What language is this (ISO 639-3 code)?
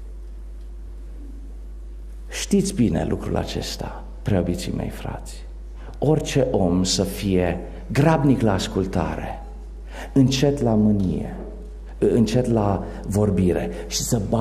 ron